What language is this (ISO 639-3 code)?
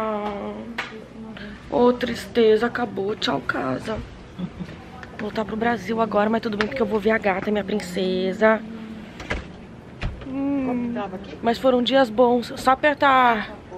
por